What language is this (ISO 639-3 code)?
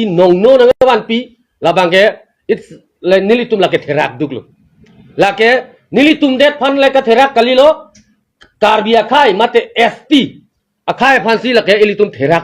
mjw